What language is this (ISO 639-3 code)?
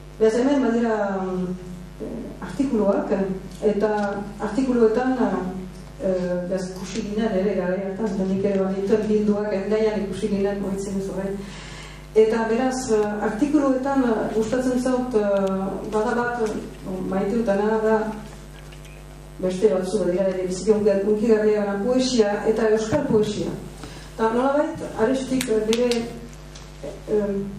eus